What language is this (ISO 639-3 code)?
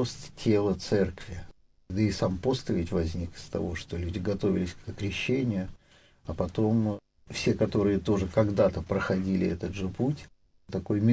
rus